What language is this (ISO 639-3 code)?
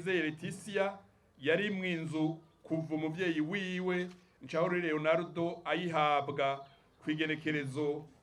run